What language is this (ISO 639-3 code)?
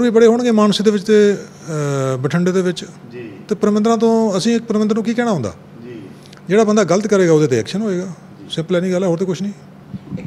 pan